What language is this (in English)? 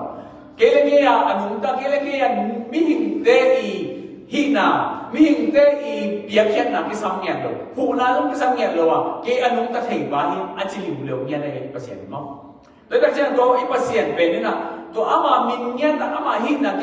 Tedim Chin